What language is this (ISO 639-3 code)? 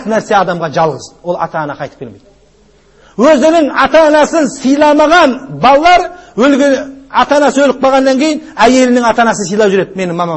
kaz